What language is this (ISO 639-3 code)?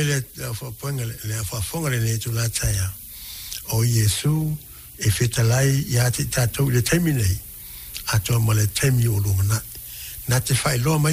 smo